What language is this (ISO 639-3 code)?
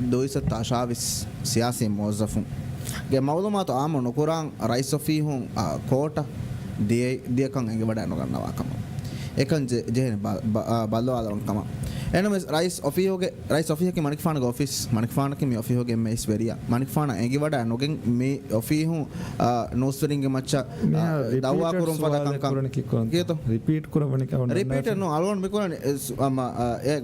div